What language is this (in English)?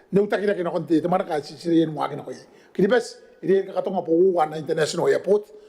Gilbertese